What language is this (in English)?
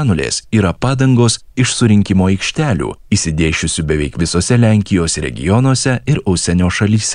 Lithuanian